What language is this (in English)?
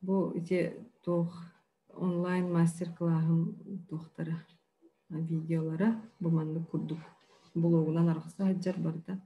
Yakut